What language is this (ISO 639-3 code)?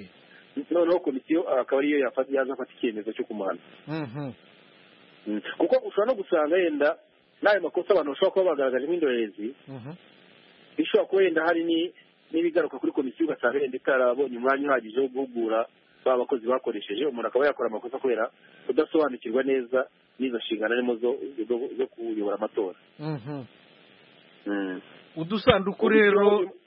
kin